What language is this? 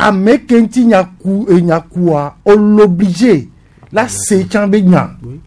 Gen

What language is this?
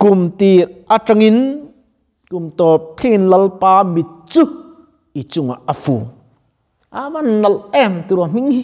Mizo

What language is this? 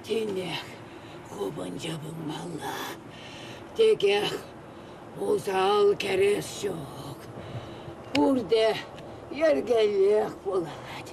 Chuvash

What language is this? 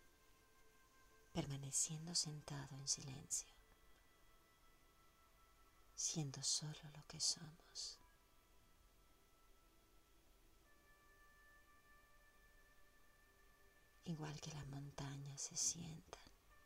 Spanish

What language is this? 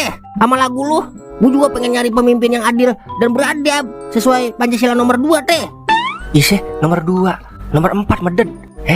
Betawi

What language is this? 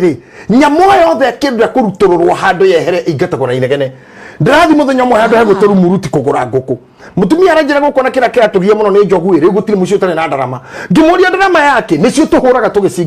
Kikuyu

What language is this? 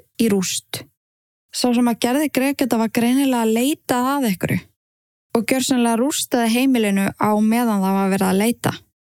Icelandic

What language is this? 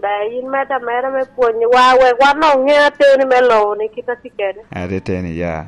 Lango (Uganda)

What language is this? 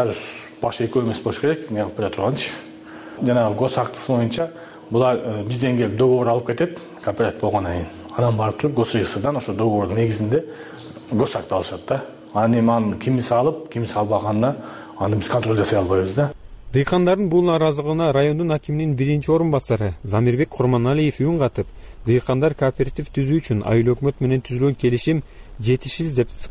Kyrgyz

